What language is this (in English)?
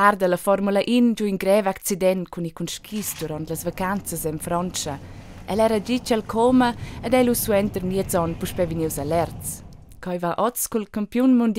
Romansh